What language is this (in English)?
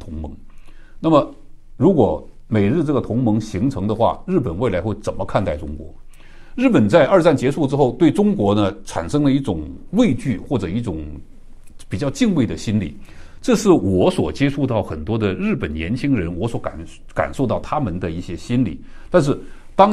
Chinese